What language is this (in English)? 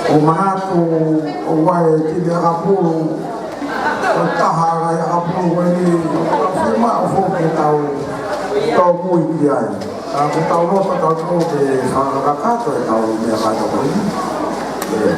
Tongan